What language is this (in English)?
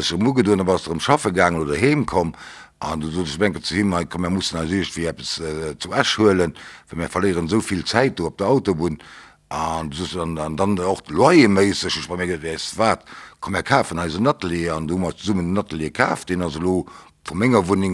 Luxembourgish